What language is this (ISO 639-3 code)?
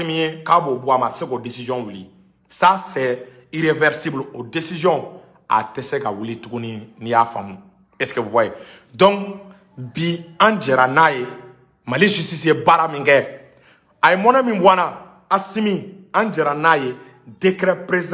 bam